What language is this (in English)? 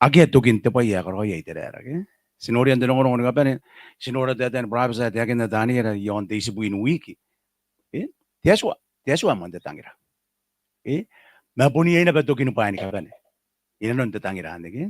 Gilbertese